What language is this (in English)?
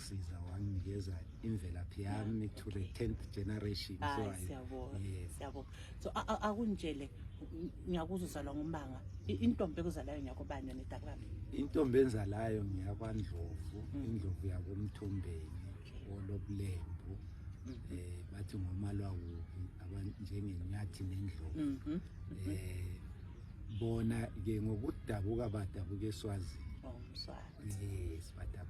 North Ndebele